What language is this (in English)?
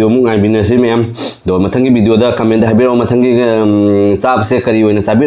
Manipuri